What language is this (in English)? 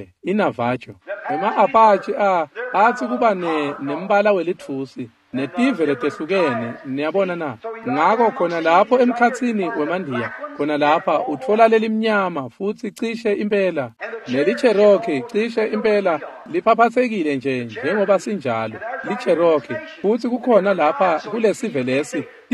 Swati